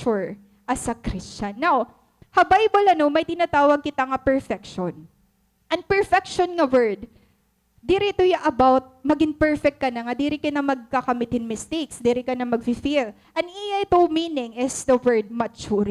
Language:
Waray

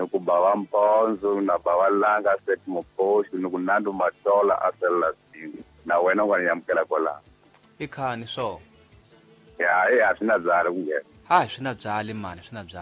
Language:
Tsonga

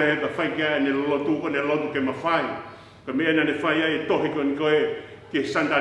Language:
Tongan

